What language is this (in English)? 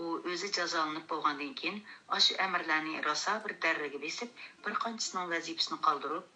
Uyghur